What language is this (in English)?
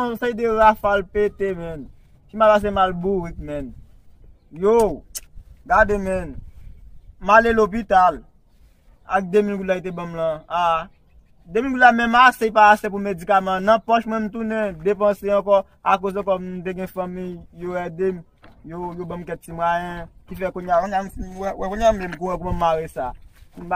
Haitian Creole